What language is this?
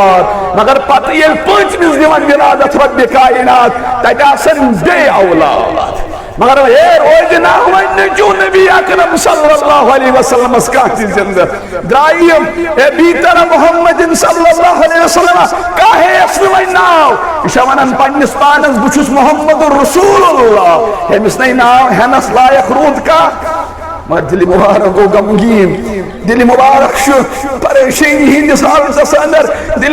Kashmiri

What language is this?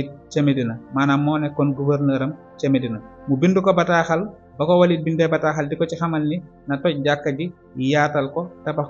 Wolof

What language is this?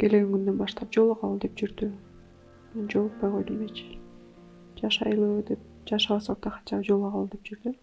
Kyrgyz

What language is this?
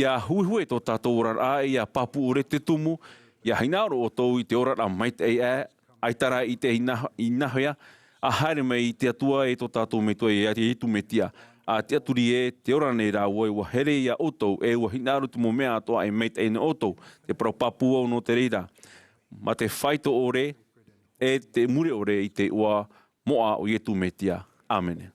Tahitian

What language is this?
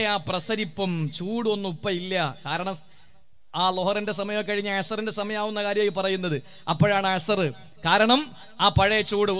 Malayalam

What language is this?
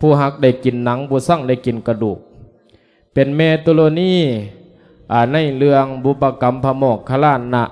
Lao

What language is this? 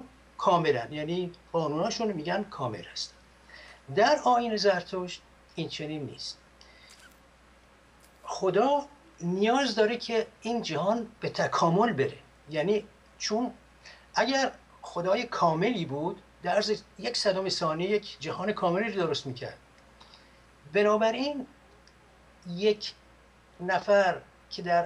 Persian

